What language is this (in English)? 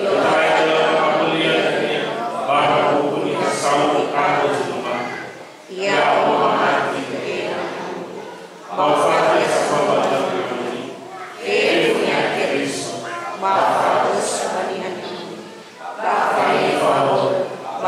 Nias